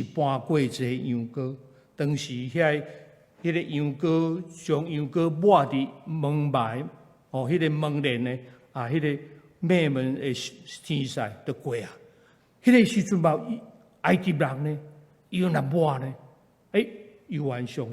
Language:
Min Nan Chinese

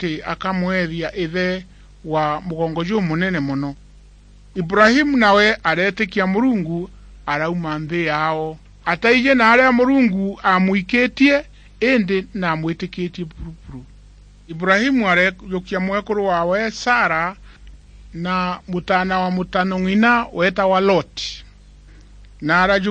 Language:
Meru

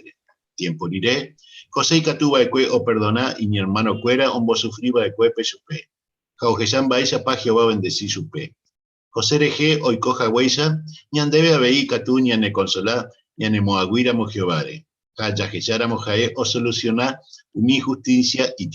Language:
Guarani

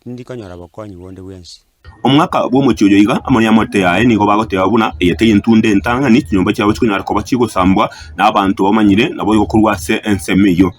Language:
Gusii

